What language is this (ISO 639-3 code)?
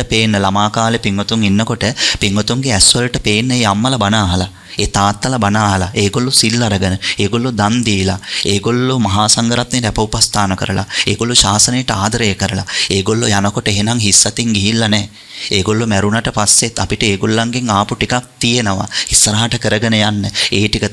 sin